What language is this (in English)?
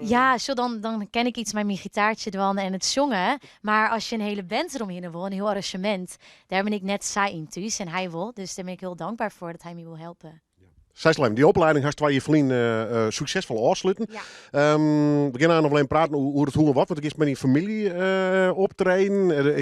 Western Frisian